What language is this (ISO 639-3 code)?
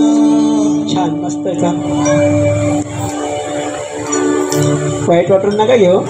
mar